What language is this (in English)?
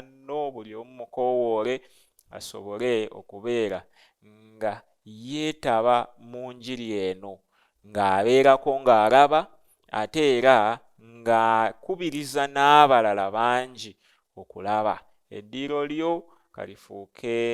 Ganda